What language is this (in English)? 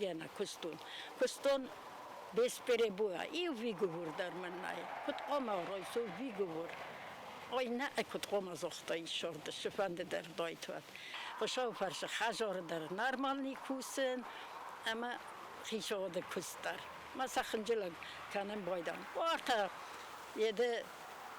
Ossetic